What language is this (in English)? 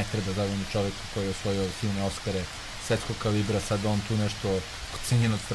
Serbian